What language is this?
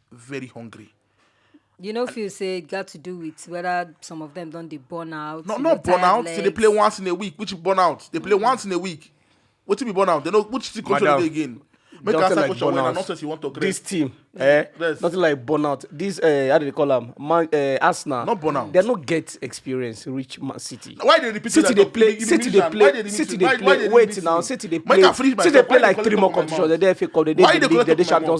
Nigerian Pidgin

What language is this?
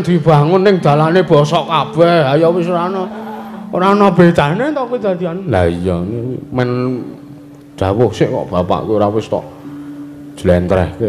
Javanese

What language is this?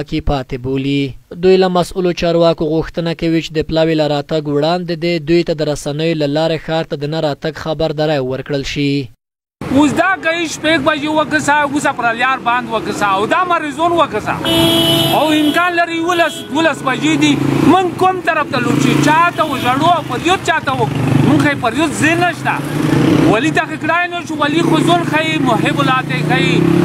Pashto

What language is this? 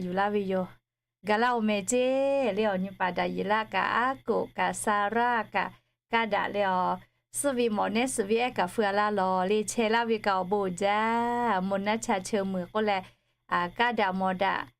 Lahu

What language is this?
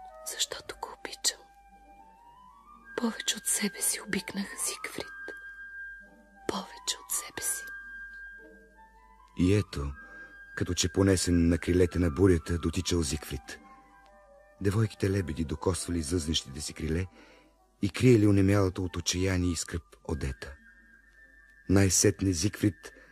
Bulgarian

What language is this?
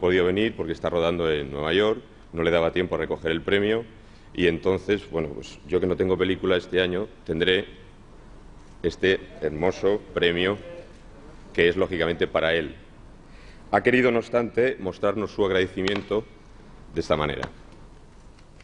Spanish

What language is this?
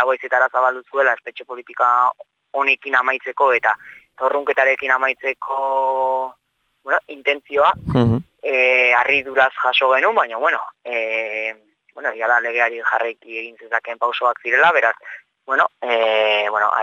Basque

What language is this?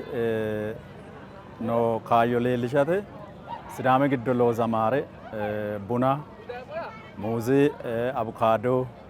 Sidamo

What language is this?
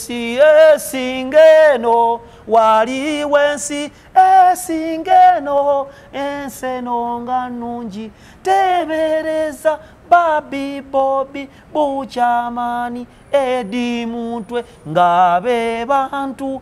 Ganda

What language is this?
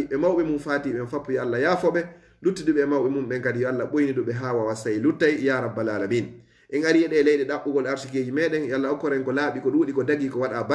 Fula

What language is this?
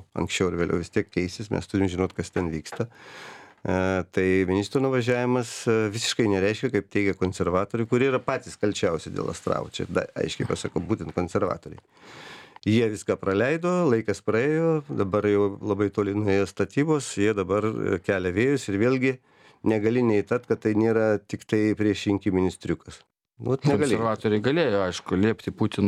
Lithuanian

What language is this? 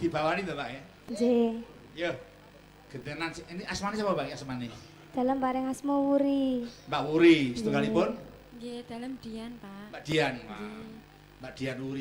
Javanese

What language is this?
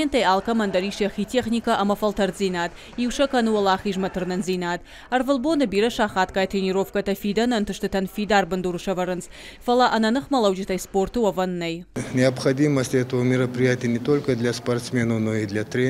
Ossetic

